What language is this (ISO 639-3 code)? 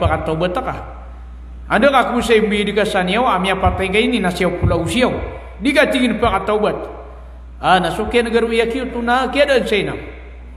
mrw